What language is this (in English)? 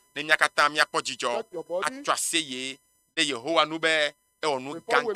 Ewe